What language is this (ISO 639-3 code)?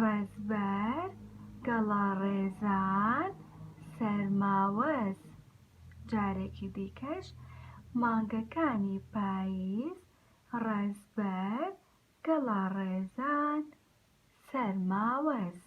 ckb